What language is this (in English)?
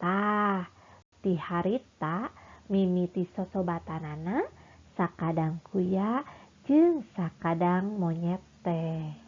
Sundanese